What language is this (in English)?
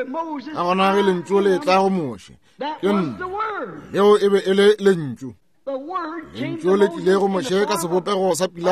Northern Sotho